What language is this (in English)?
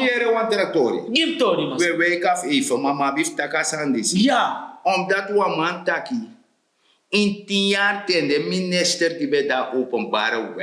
Sranan Tongo